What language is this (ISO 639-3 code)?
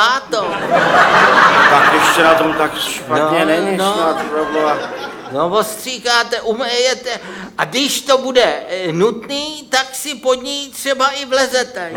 ces